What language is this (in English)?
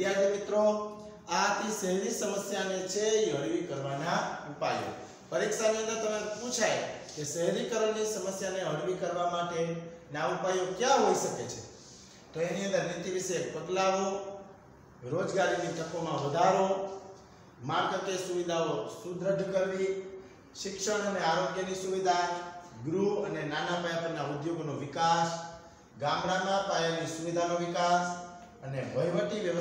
Gujarati